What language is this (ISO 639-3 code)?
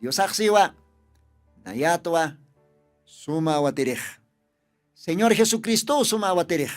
aym